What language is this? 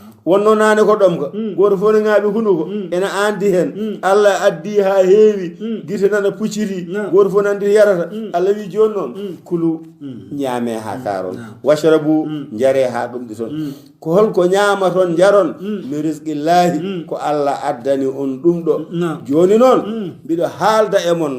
Fula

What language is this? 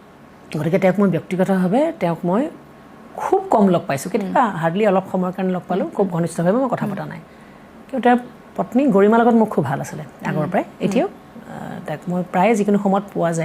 Assamese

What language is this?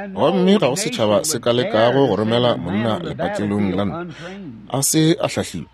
Northern Sotho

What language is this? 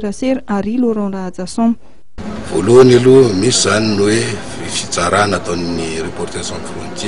Malagasy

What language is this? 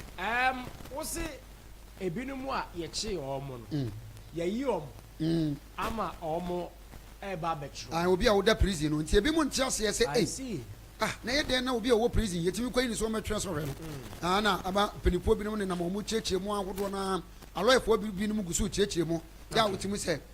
Akan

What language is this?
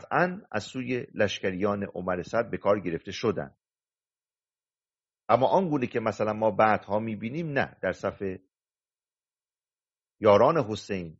Persian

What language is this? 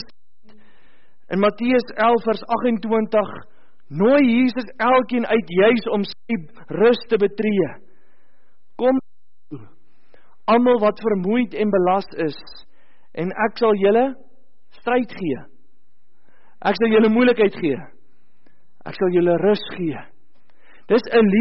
Afrikaans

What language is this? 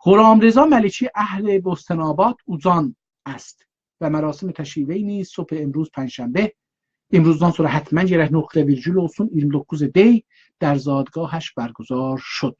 South Azerbaijani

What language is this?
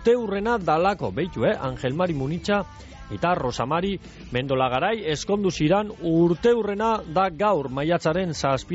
Basque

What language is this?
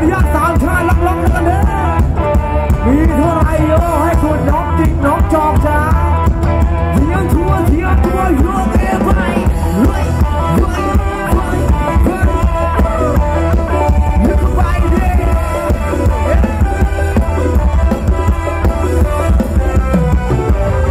Thai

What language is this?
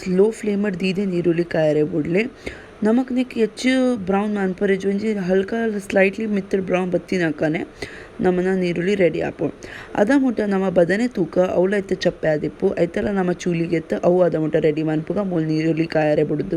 Tulu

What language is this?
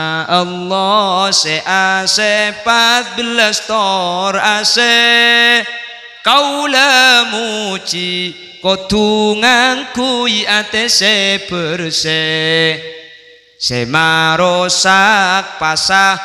Madurese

